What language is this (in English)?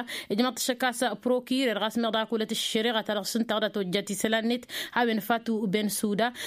Tamasheq